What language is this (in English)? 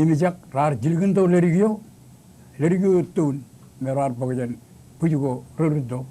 Marshallese